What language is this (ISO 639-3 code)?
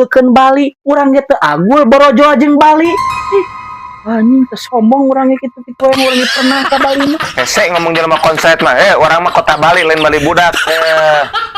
sun